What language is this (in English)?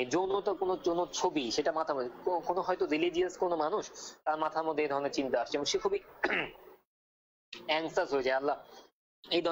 Bangla